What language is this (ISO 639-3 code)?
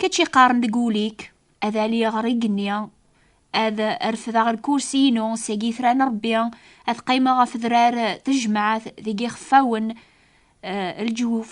kab